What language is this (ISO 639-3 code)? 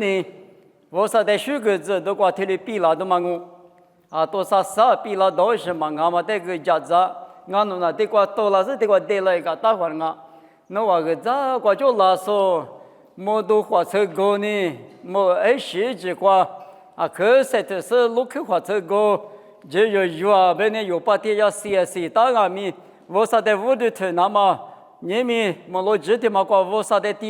lis